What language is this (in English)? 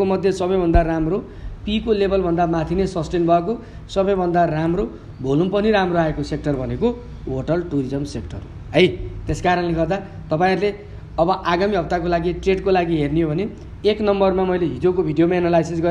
Nepali